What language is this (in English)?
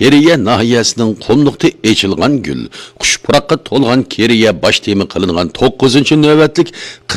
Uyghur